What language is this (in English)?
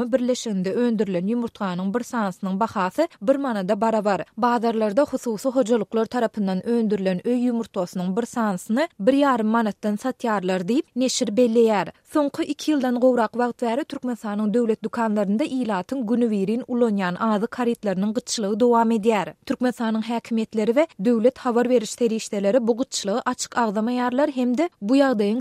Turkmen